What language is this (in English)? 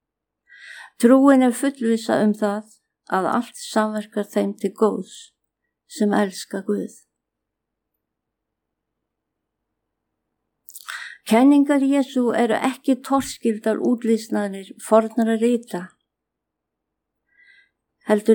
Icelandic